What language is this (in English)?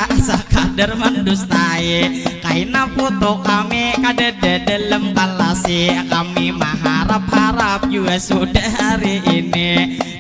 Banjar